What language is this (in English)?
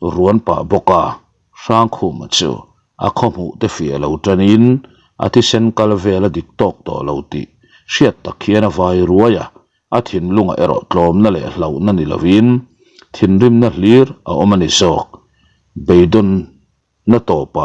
Mizo